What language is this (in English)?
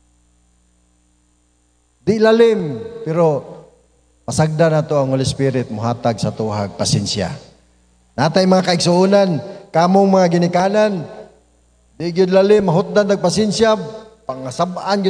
Cebuano